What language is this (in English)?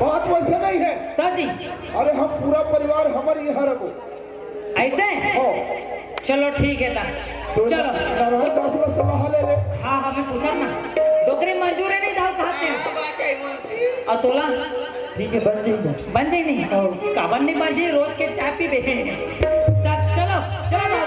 Chhattisgarhi